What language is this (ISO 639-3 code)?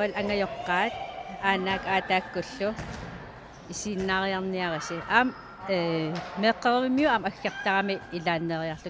kal